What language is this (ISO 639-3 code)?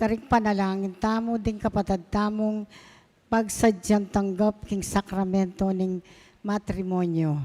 pam